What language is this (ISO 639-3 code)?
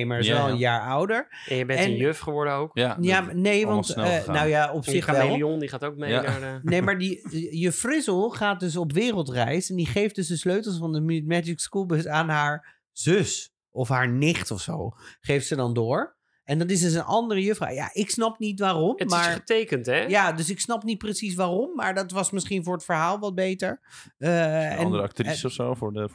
nld